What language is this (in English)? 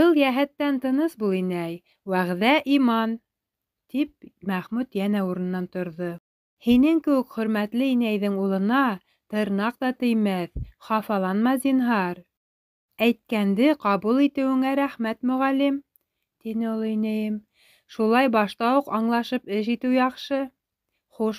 Bashkir